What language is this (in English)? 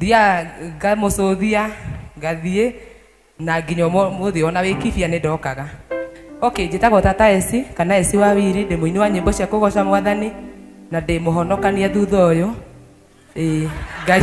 Kikuyu